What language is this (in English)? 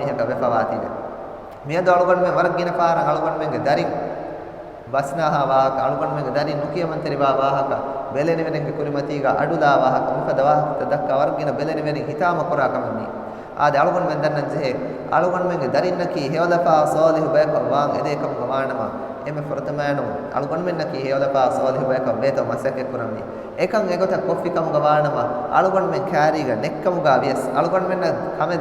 Divehi